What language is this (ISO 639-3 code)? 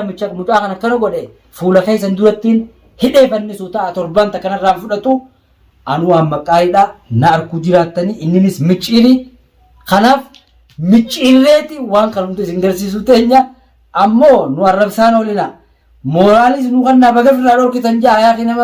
orm